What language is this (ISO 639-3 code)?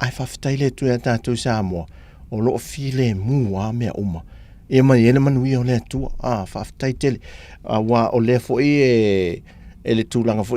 smo